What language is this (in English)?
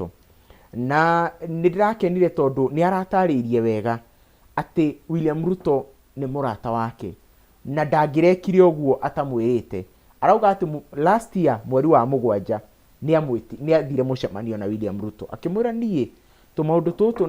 Kikuyu